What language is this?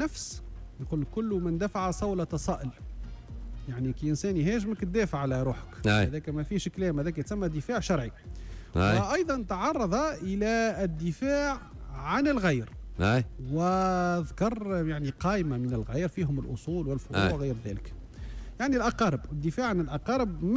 Tunisian Arabic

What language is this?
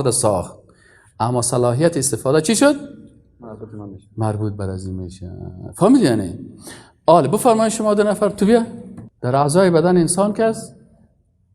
Persian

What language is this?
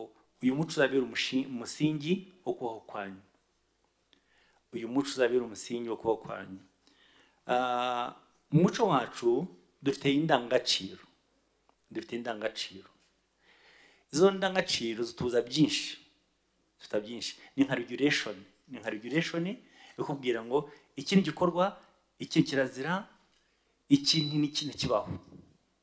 Kinyarwanda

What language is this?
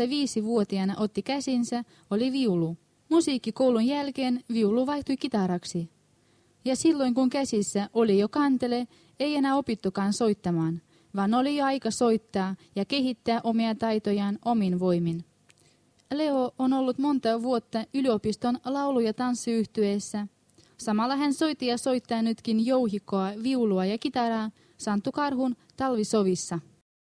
Finnish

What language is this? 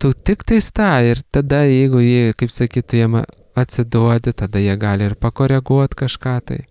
Lithuanian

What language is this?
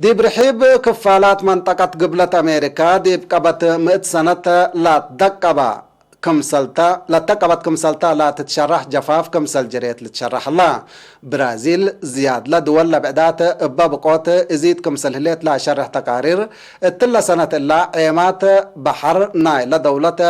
Tigre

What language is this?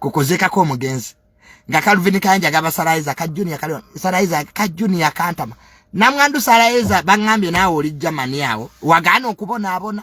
Ganda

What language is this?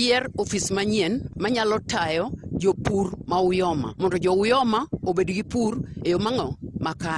Luo (Kenya and Tanzania)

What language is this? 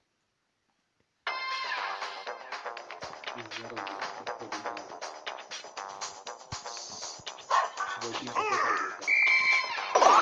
Slovak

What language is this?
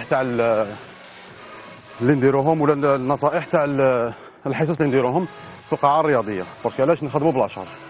Algerian Arabic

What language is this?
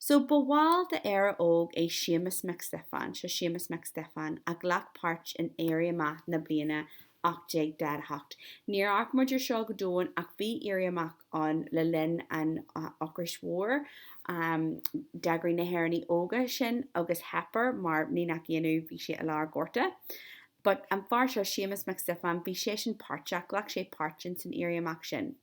Irish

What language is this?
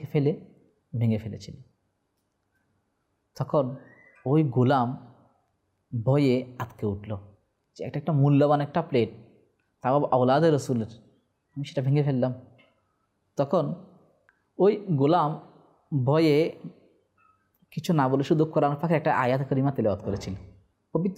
Bangla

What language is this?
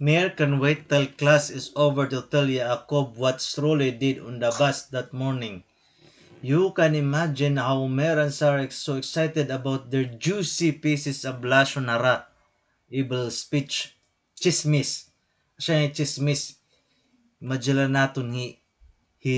Waray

